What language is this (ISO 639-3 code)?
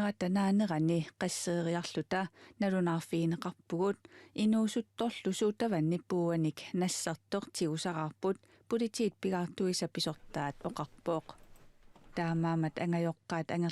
kal